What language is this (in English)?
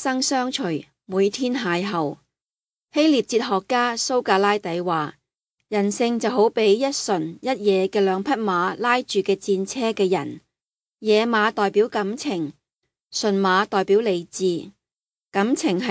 Cantonese